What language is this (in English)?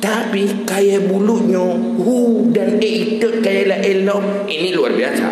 Achinese